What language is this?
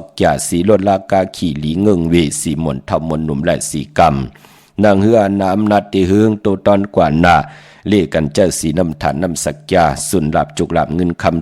Shan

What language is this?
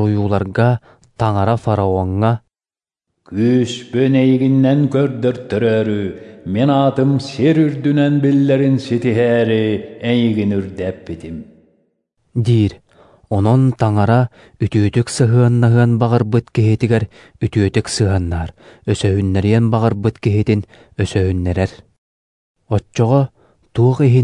Yakut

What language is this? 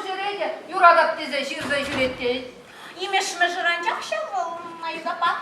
Chuvash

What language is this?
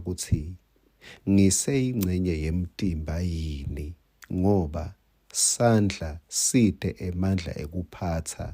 Swati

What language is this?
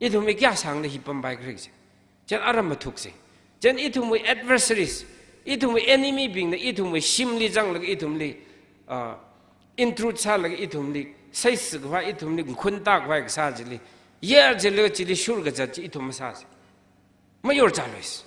Tangkhul Naga (India)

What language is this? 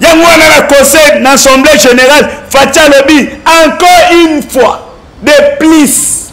Lingala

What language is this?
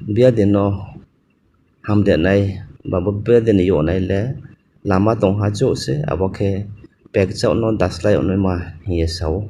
Riang (India)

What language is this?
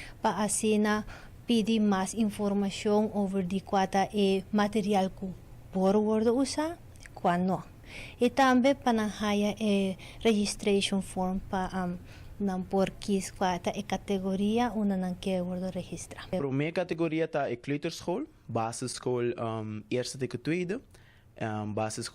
Papiamento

